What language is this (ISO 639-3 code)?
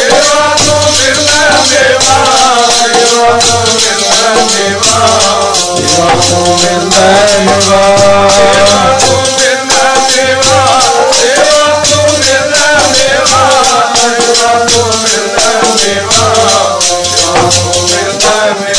pan